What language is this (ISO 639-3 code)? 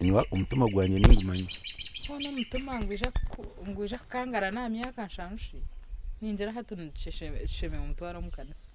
nyn